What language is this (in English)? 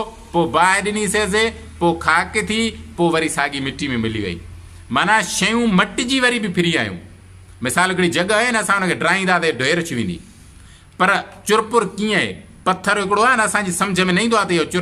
Sindhi